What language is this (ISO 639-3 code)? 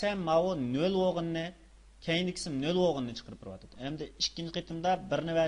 uig